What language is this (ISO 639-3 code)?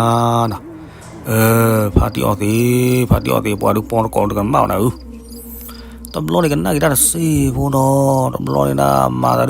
ksw